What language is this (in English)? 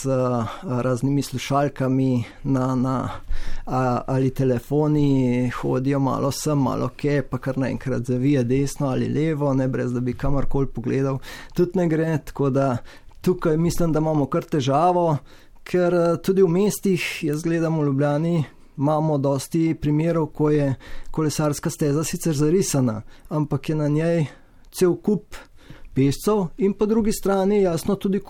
Slovenian